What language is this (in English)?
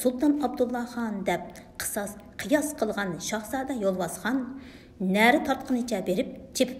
Uyghur